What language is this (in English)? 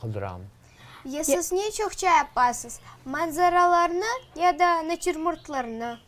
Crimean Tatar